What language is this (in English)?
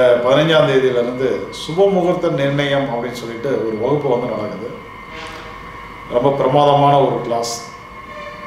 Tamil